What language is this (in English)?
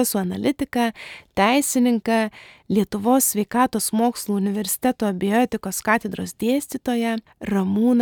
Lithuanian